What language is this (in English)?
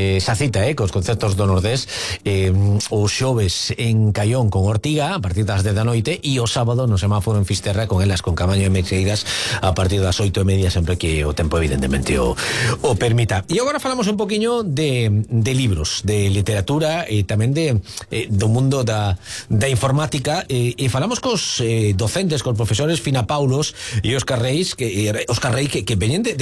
Galician